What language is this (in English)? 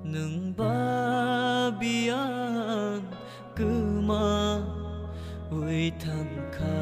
Kok Borok